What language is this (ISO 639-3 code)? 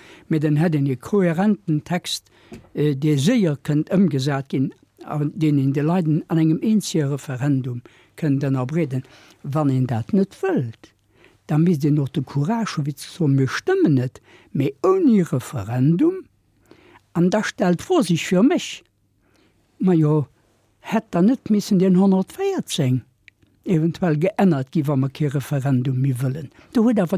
ltz